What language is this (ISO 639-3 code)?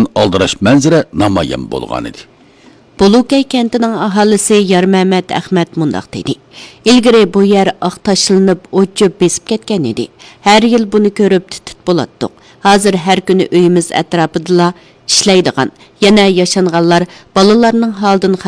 uig